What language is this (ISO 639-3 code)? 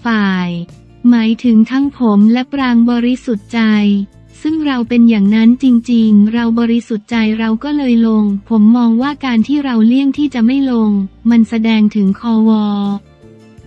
tha